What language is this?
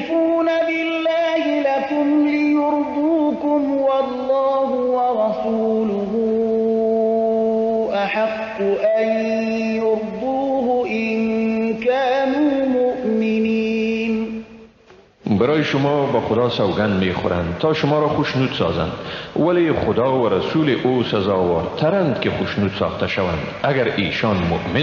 Persian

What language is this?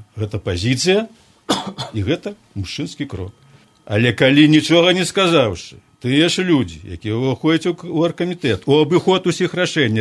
Belarusian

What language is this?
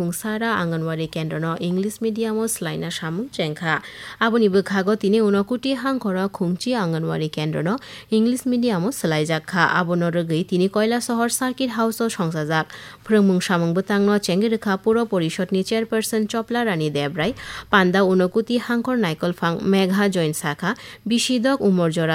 Kok Borok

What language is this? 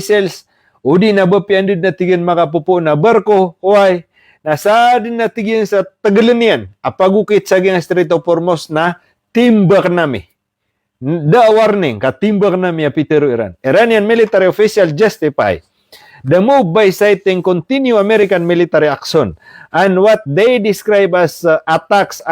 Maranao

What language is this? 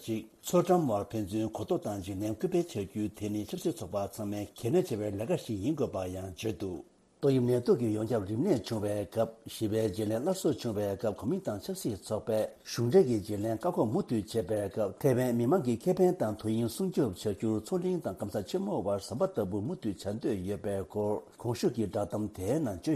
Tibetan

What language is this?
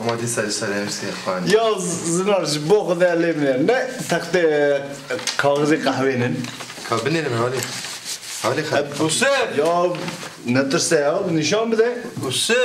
Kurdish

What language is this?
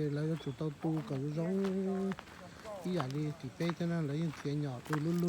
Hmong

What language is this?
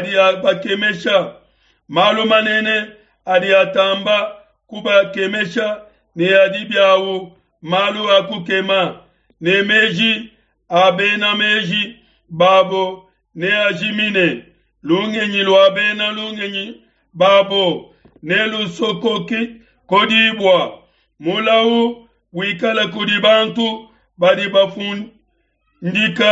Luba-Lulua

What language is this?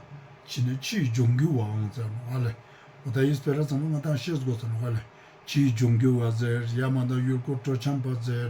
Ladakhi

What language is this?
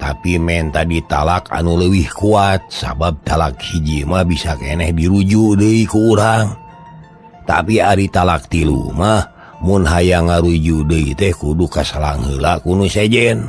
Sundanese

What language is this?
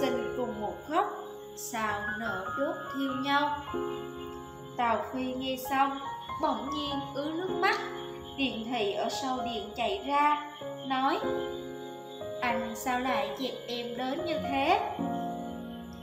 Vietnamese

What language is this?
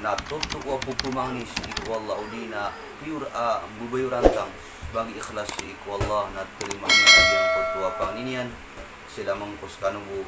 Maranao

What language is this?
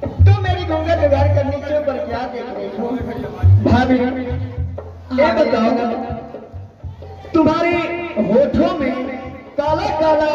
Angika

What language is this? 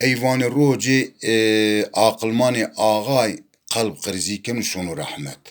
Zaza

